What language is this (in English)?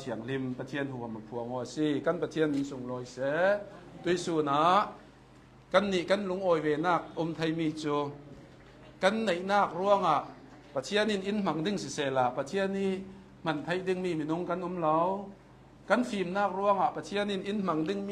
Hakha Chin